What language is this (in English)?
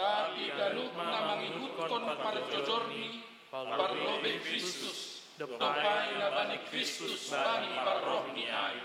Batak Simalungun